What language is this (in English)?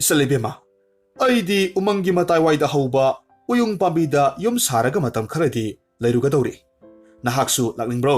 Manipuri